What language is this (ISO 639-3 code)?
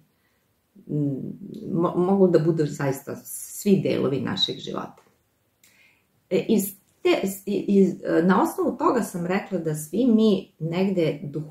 srp